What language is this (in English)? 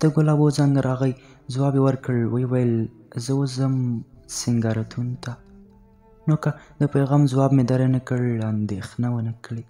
Pashto